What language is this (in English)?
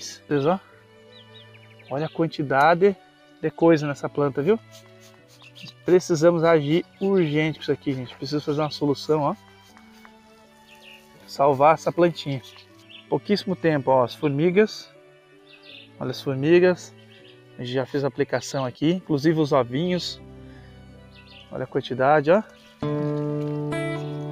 Portuguese